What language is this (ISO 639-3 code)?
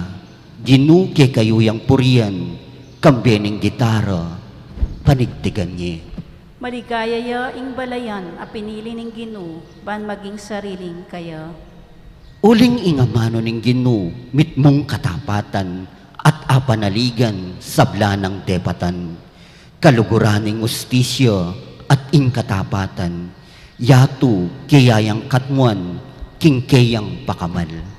pam